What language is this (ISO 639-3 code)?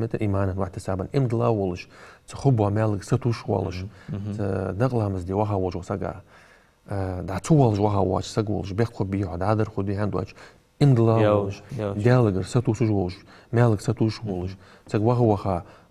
inh